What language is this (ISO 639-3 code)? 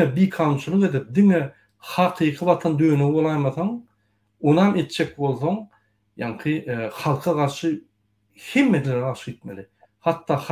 tuk